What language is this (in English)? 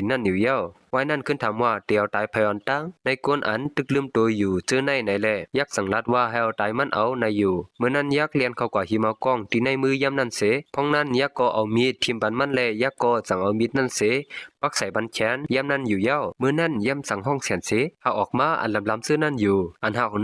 Shan